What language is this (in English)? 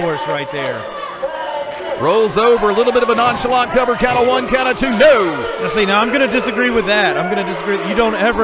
English